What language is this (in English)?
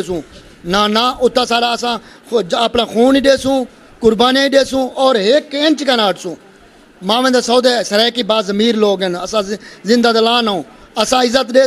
Saraiki